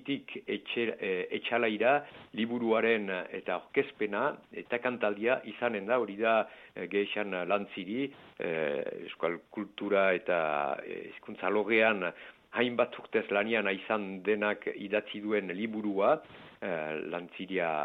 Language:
Basque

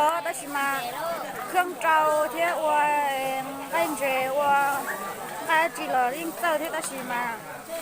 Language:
Hmong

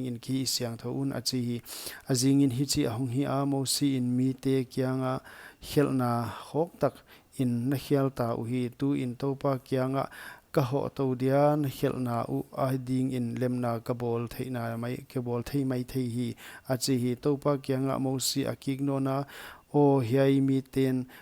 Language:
Paite Chin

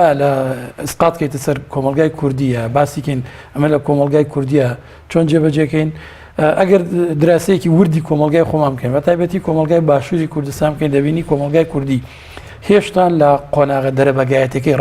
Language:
Central Kurdish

